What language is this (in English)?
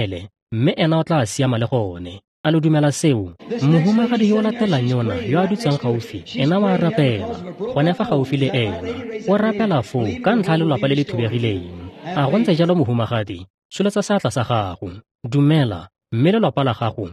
Tswana